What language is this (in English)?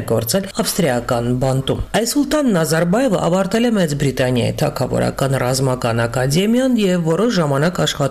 Armenian